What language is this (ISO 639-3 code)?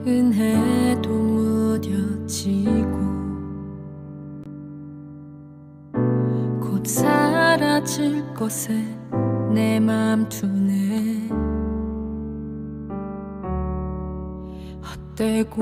kor